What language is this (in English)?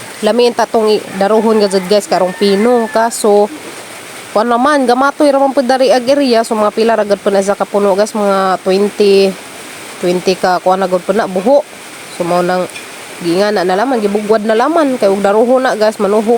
Cebuano